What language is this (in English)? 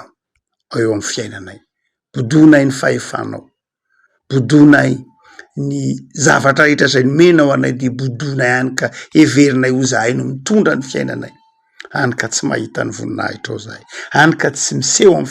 Malagasy